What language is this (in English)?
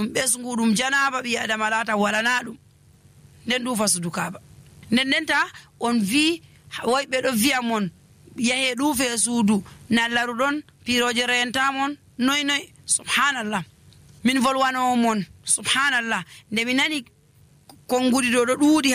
Nigerian Fulfulde